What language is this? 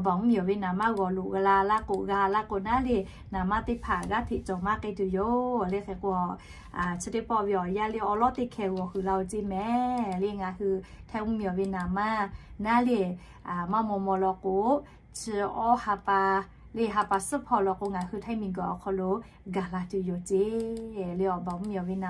Lahu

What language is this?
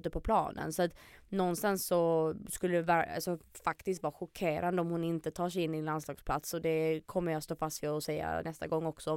Swedish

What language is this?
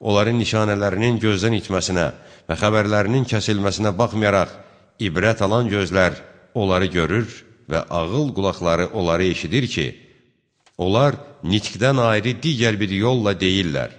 Azerbaijani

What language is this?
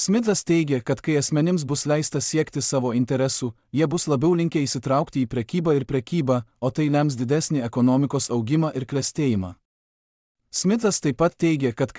Lithuanian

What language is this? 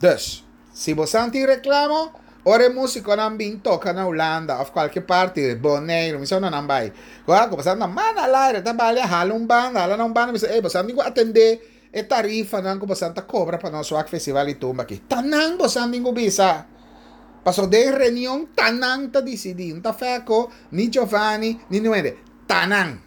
Papiamento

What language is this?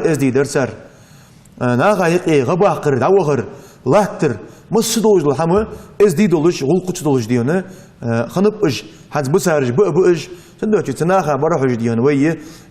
Ingush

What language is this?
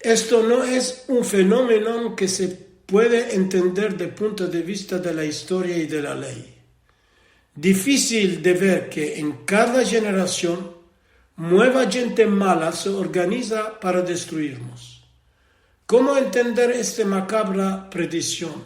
Ladino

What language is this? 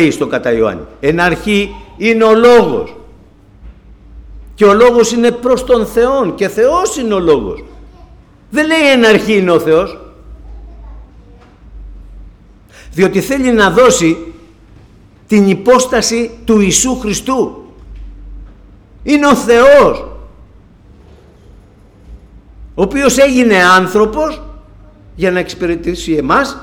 Greek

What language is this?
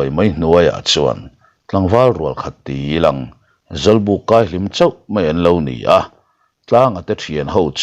Mizo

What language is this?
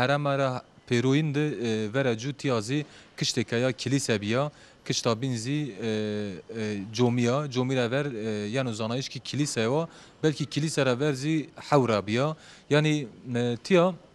Zaza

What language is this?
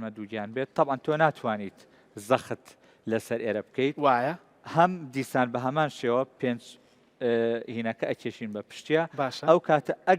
Central Kurdish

